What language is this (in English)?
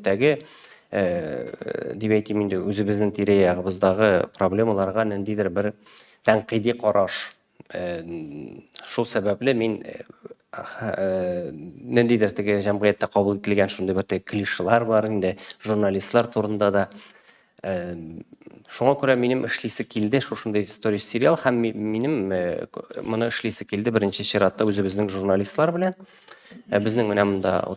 Tatar